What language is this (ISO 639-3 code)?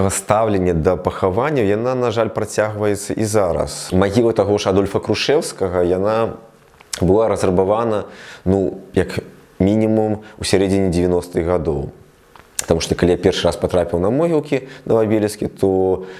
bel